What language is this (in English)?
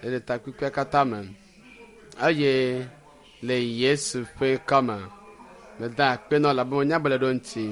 Ewe